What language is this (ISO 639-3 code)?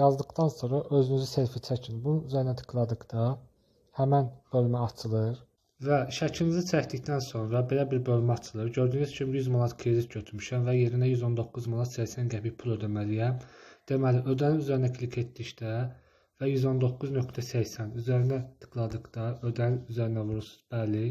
aze